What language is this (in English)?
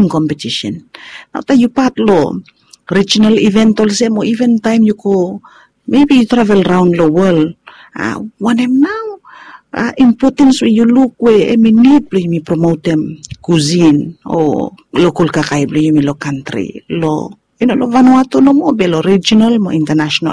Bislama